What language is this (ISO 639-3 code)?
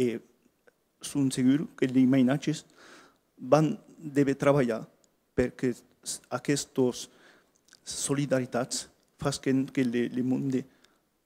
oci